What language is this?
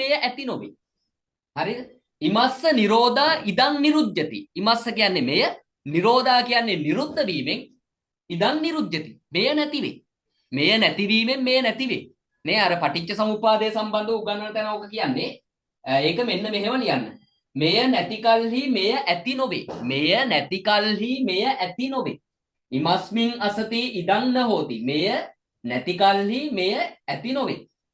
Sinhala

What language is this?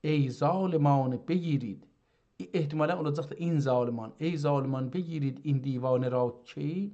South Azerbaijani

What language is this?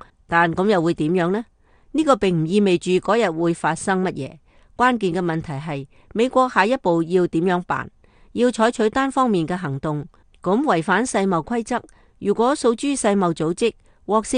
Cantonese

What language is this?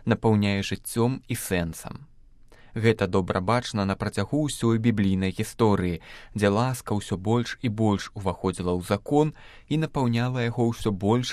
Belarusian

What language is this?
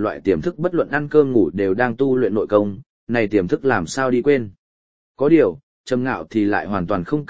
Vietnamese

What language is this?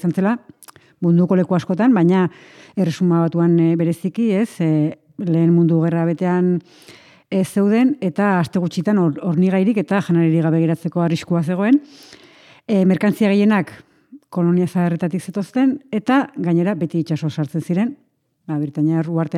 Basque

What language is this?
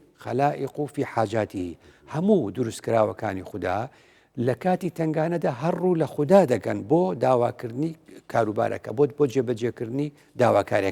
Central Kurdish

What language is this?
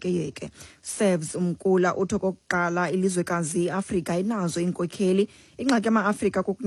Xhosa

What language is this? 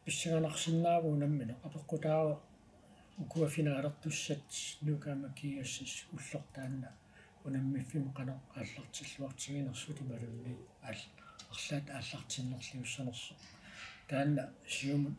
Kalaallisut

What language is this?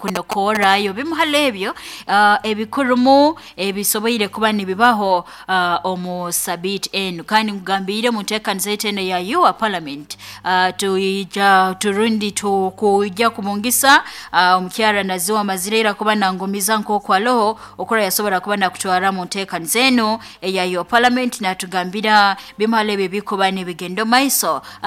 Nyoro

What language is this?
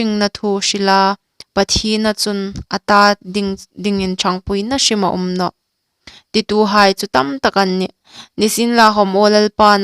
Hmar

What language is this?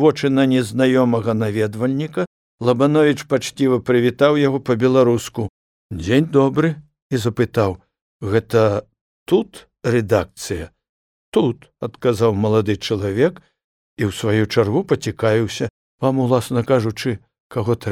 Belarusian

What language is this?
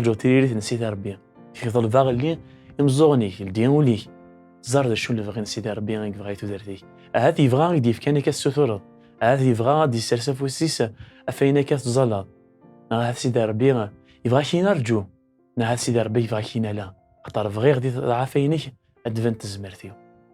Kabyle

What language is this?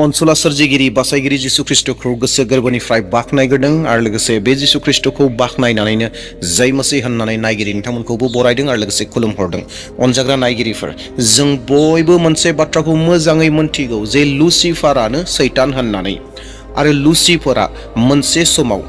Bodo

